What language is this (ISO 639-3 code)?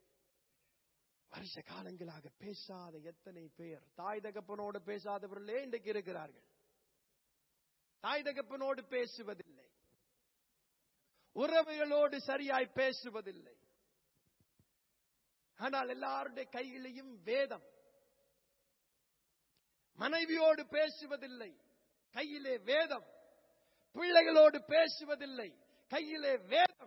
tam